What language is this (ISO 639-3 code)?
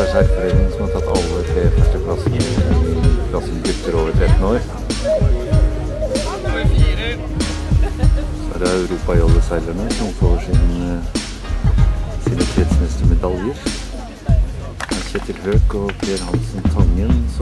nor